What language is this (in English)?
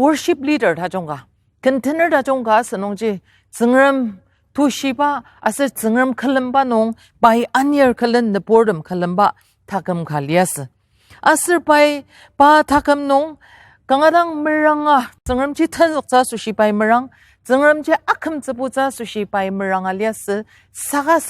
Ao Naga